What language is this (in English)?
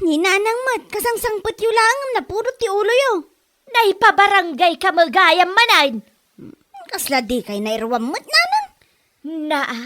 Iloko